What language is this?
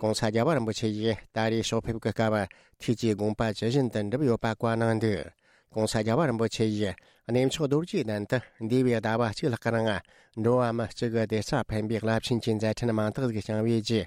Tibetan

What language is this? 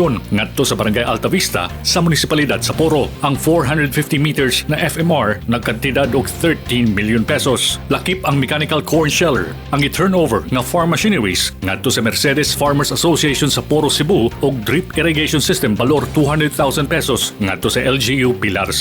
Cebuano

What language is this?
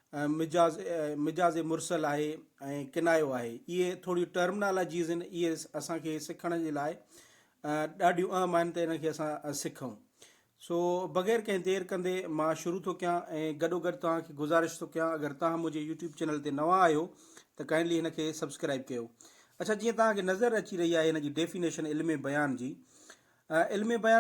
Sindhi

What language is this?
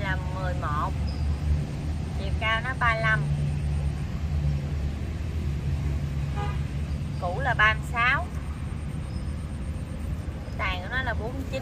Vietnamese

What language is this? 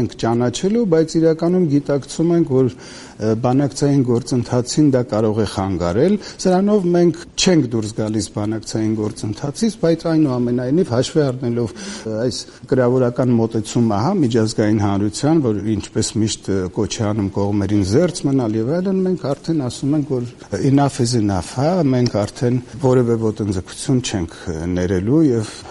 Armenian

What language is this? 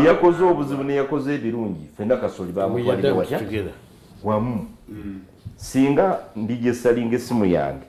Soga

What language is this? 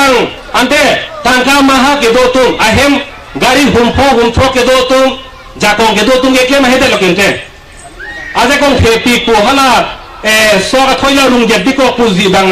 Karbi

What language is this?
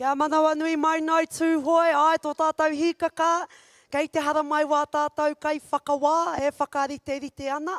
Māori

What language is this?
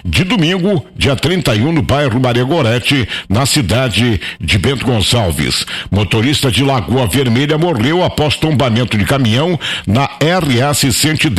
Portuguese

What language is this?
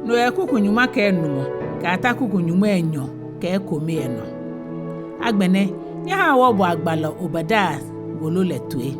Ga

